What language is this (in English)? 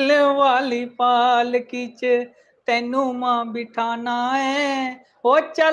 Dogri